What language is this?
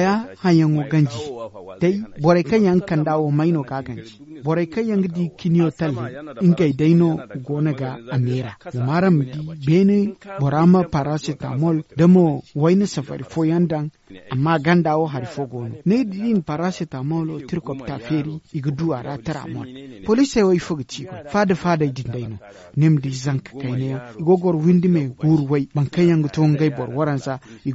Zarma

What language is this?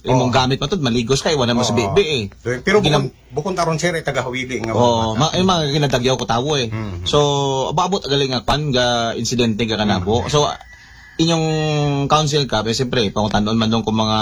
Aklanon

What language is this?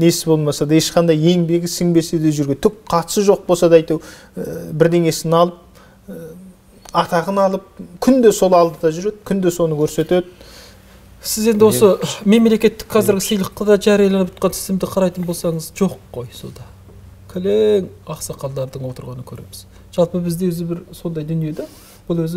Kazakh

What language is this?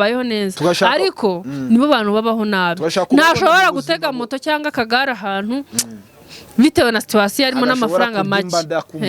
Kinyarwanda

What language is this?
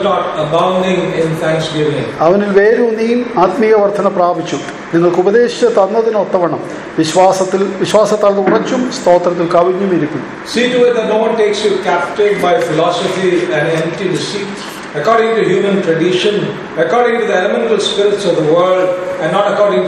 Malayalam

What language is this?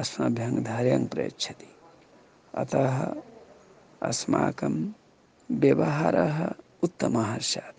Sanskrit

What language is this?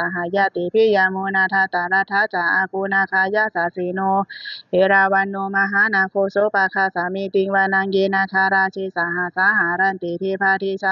Pali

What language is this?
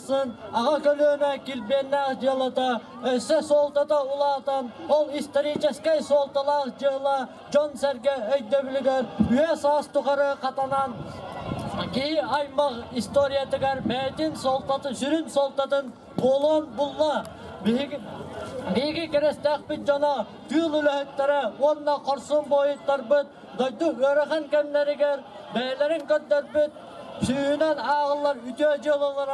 Yakut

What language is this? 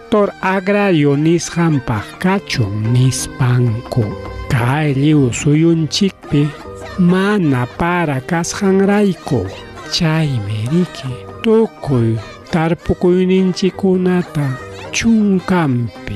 Ayacucho Quechua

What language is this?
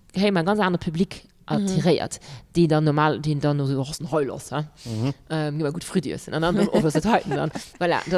Luxembourgish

